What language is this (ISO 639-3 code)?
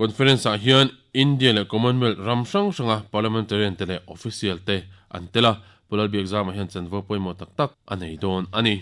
lus